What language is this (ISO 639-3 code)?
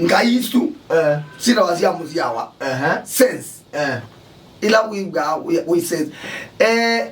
kam